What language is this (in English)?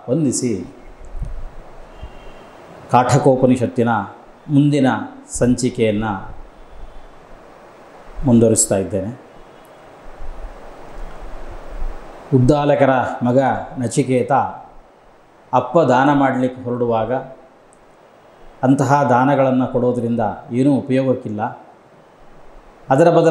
Kannada